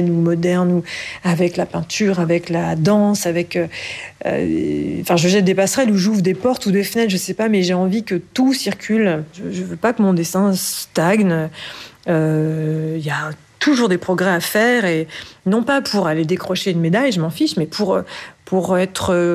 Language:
French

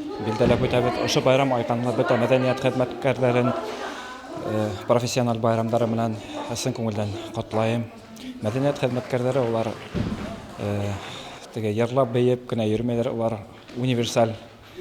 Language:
Bashkir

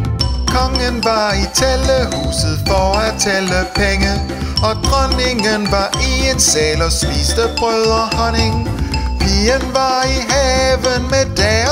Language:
Danish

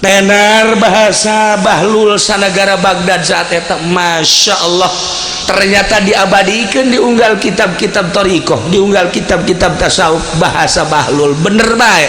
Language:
Sundanese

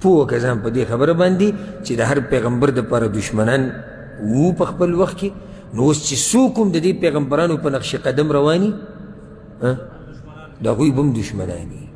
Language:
Pashto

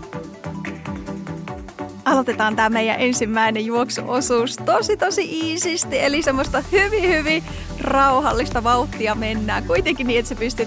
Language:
Finnish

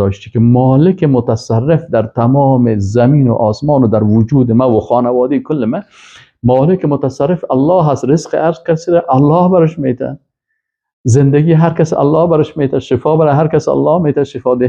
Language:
Persian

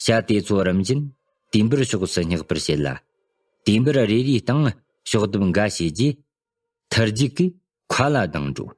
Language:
Tibetan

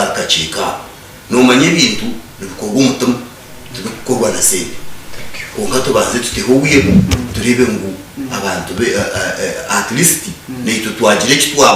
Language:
Nyankole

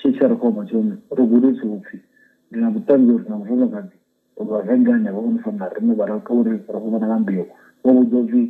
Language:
Venda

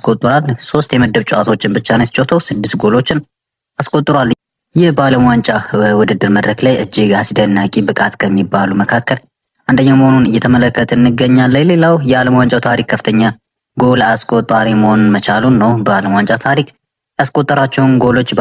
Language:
Amharic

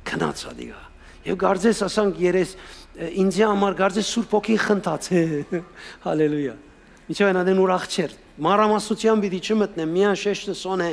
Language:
Western Armenian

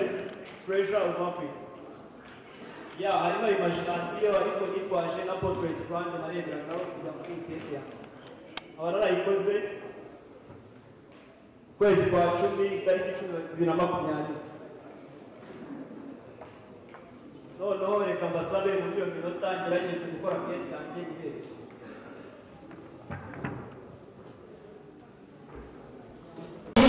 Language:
Kinyarwanda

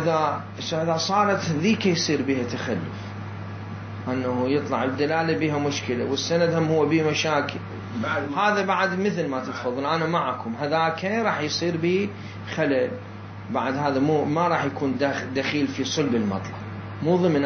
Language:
Mesopotamian Arabic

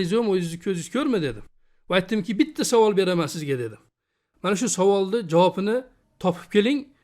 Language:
Uzbek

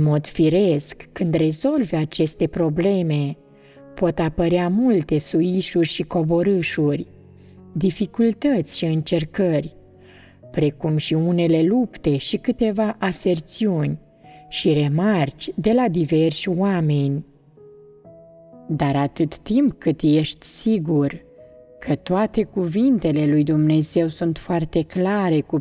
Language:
Romanian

